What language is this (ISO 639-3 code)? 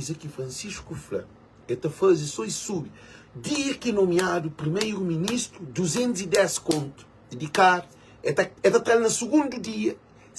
kea